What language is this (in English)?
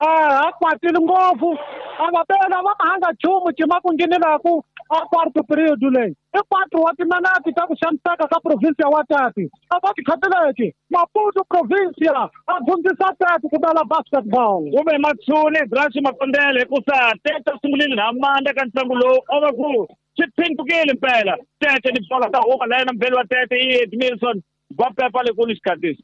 Tsonga